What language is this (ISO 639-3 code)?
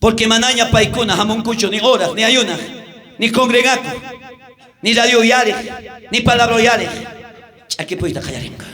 quh